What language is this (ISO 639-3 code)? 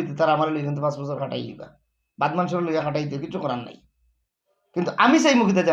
syl